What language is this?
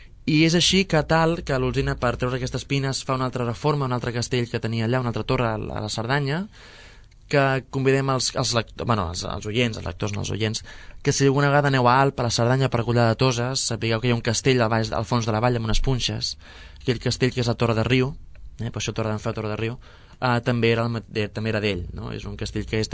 Catalan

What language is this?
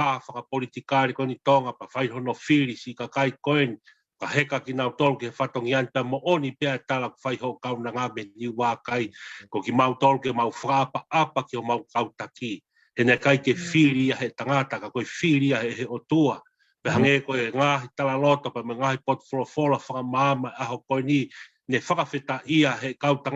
Tongan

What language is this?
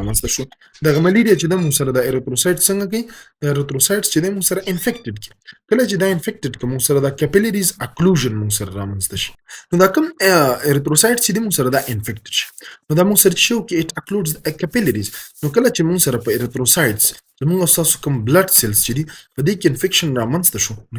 Pashto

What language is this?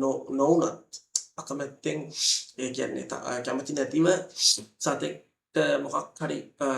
Sinhala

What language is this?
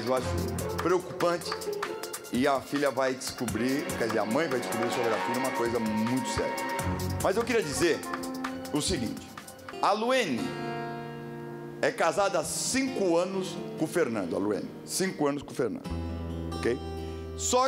Portuguese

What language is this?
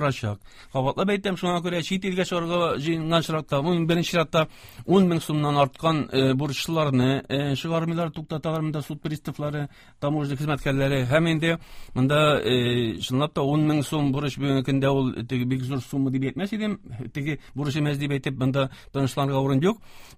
Tatar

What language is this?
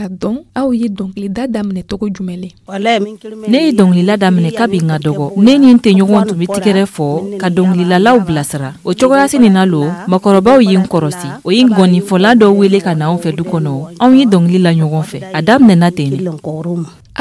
Dyula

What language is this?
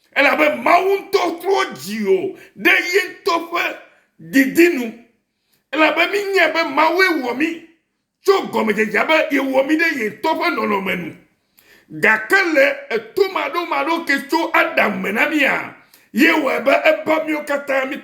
Ewe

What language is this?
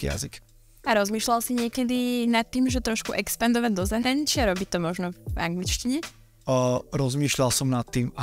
Slovak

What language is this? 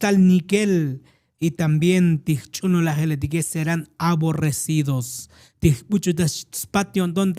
Tzotzil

